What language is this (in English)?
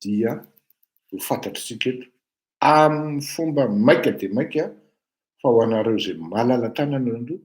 Malagasy